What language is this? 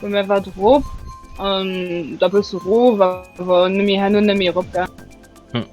Luxembourgish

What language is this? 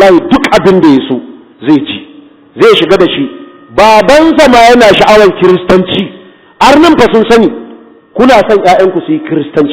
Hausa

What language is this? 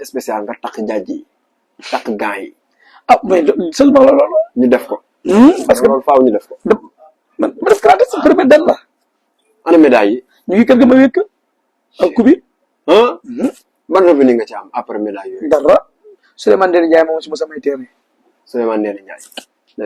Wolof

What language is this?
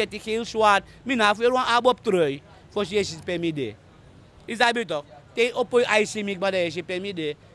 Sranan Tongo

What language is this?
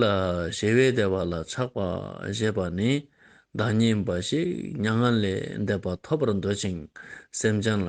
Ladakhi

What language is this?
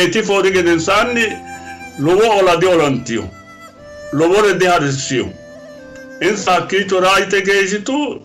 Sidamo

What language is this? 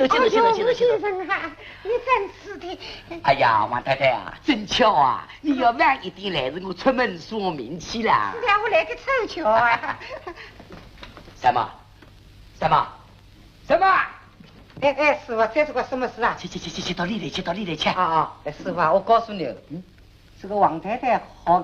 Wu Chinese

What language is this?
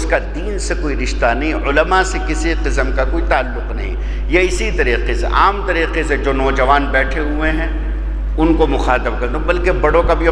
Urdu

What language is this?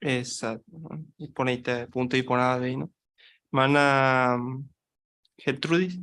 Guarani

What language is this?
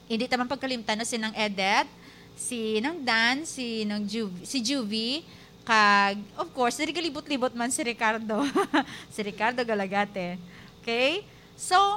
Hiligaynon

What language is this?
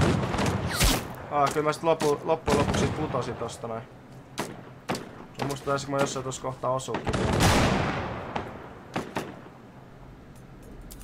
Finnish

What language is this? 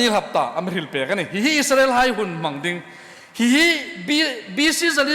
Hmar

